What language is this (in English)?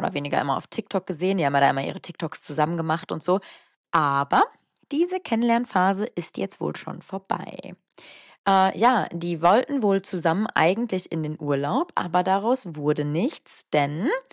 German